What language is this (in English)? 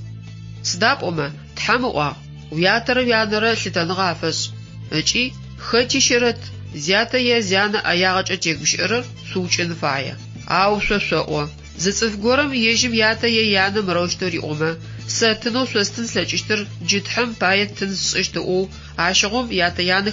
Adyghe